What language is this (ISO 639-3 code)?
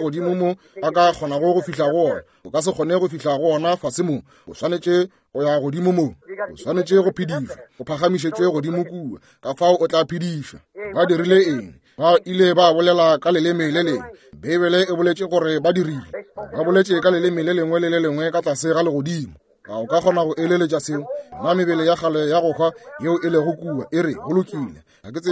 nso